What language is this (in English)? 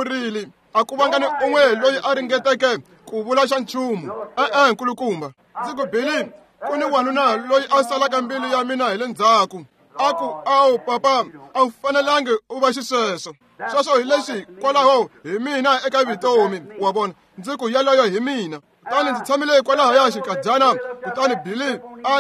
Tsonga